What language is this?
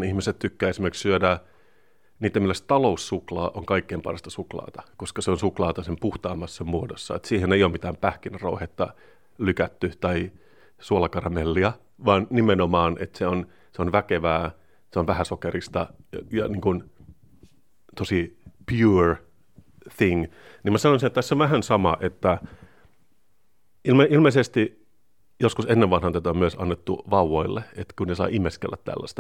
Finnish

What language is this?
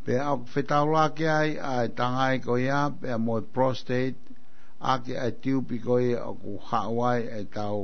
Tongan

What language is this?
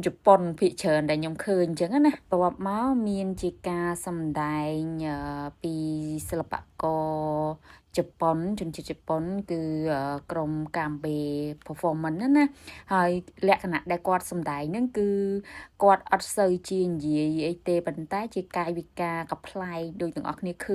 Khmer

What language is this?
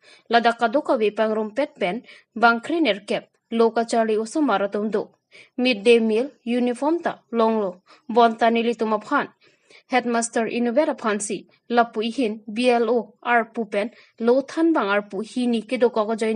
Karbi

